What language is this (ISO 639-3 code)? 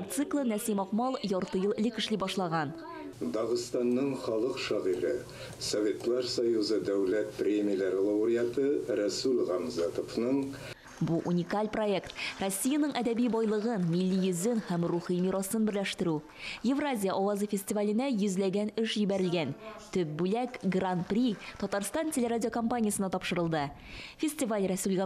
tat